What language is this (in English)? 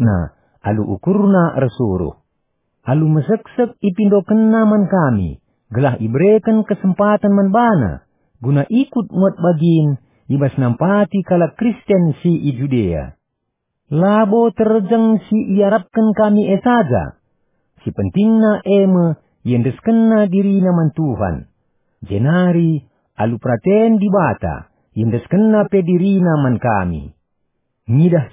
Batak Karo